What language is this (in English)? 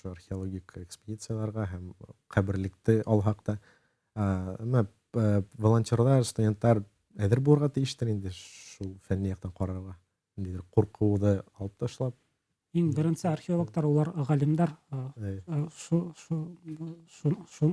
Bashkir